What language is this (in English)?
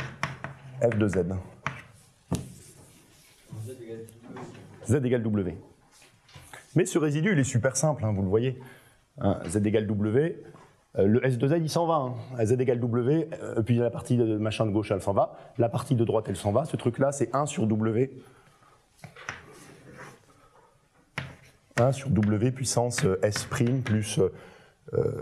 French